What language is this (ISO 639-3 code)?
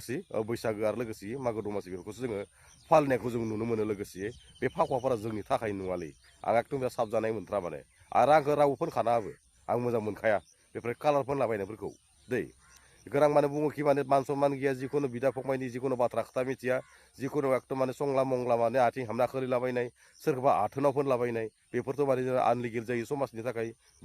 brx